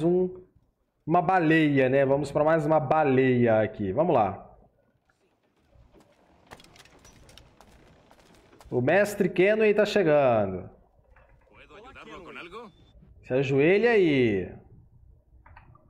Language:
Portuguese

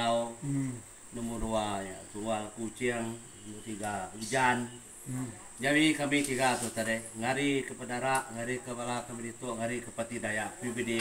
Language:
Iban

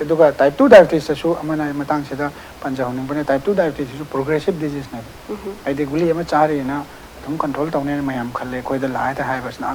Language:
Manipuri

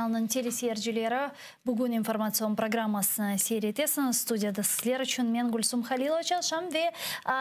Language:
Crimean Tatar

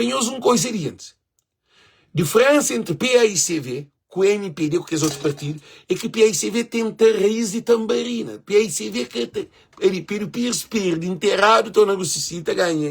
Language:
Kabuverdianu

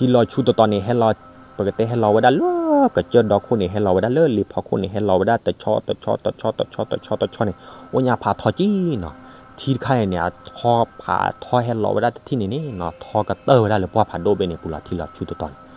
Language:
S'gaw Karen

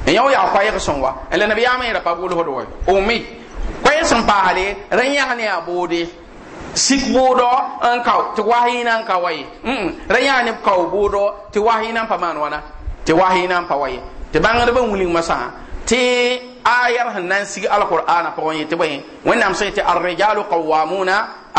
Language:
Mossi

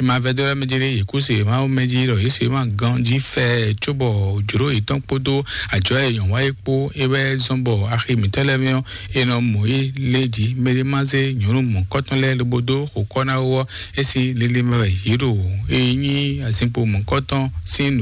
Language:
Fon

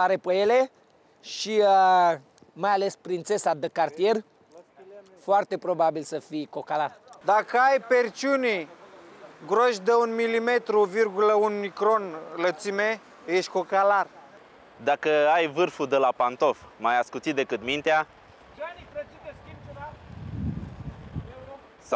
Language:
Romanian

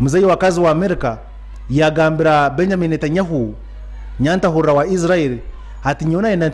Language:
Nyankole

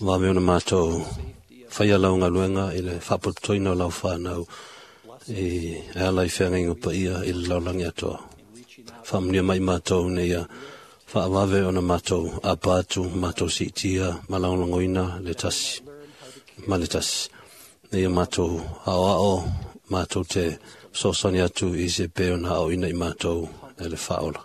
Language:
Samoan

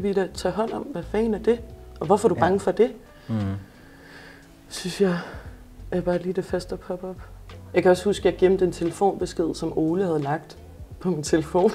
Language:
Danish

